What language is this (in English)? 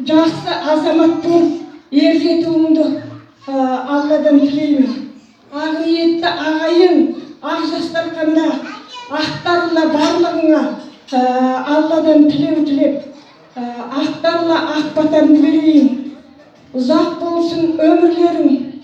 Kazakh